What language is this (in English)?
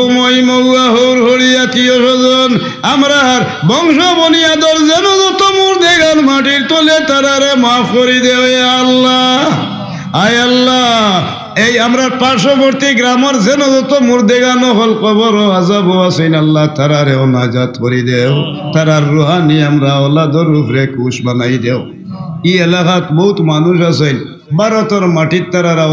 Sylheti